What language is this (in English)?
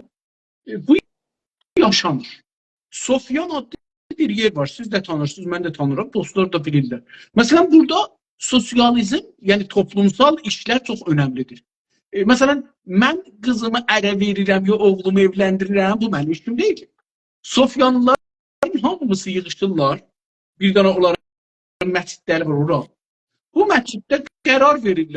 South Azerbaijani